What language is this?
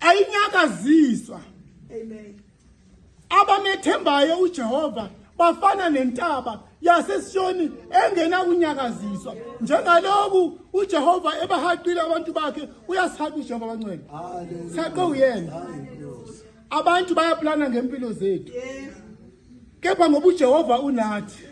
Zulu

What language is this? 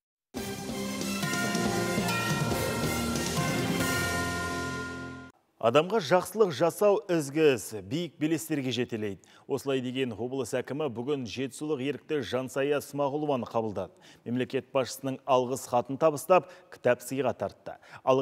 Kazakh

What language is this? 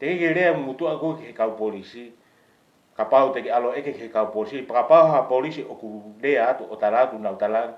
Tongan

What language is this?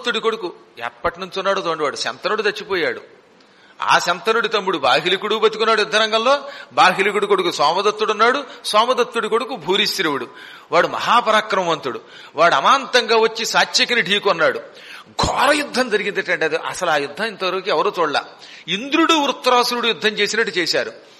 Telugu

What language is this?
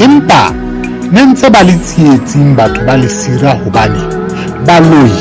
Southern Sotho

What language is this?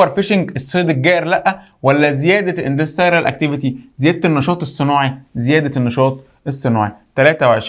Egyptian Arabic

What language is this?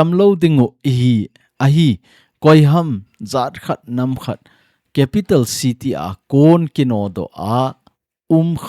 Thado Chin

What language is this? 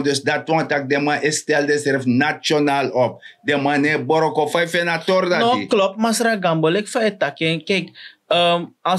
Sranan Tongo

